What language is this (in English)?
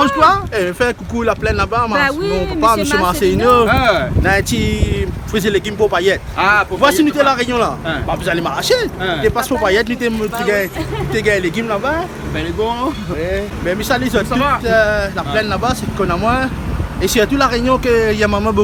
Réunion Creole French